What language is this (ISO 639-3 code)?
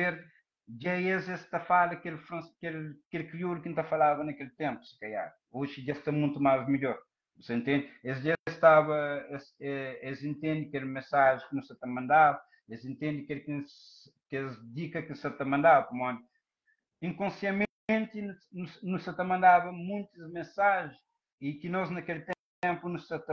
kea